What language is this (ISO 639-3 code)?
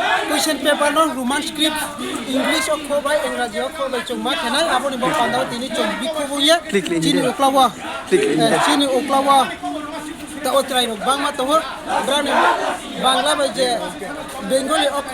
ria